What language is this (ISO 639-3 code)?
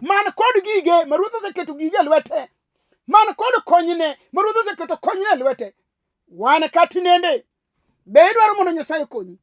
luo